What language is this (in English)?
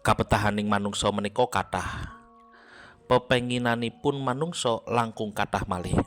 Javanese